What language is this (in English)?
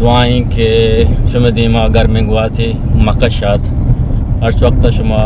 Eastern Balochi